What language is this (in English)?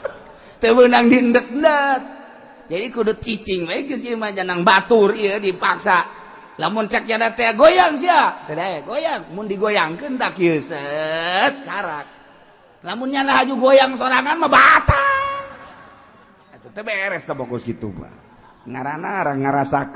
Sundanese